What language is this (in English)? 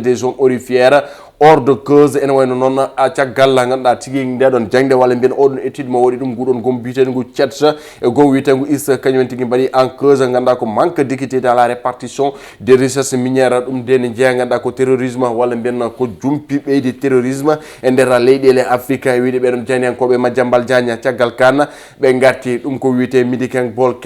Fula